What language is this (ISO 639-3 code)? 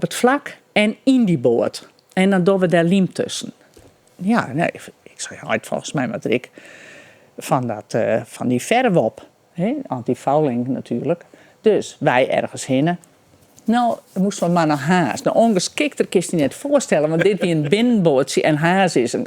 fry